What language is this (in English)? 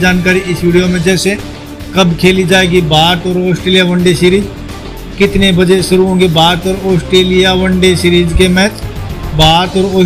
Hindi